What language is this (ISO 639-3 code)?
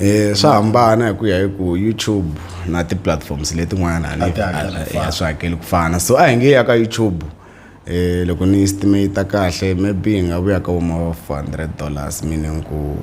tso